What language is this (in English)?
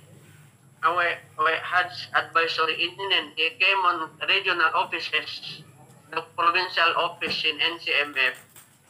Yakan